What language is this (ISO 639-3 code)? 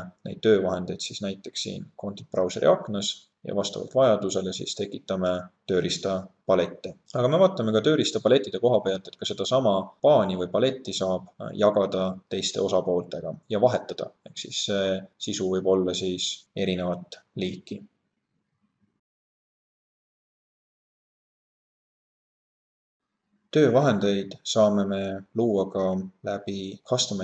est